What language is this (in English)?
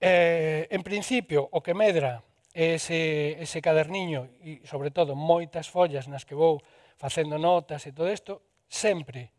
Galician